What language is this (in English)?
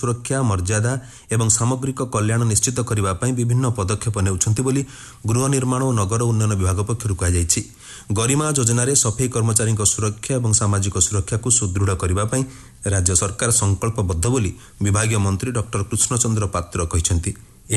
Odia